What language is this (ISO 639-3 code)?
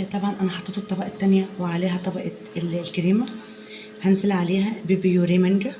arz